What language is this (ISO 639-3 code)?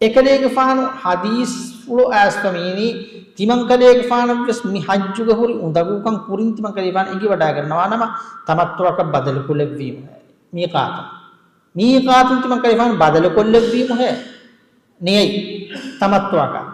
div